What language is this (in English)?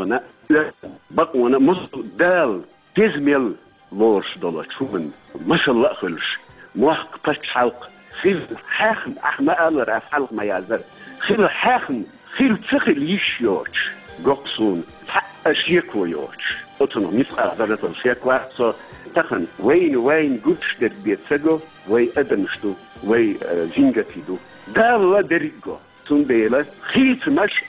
Chechen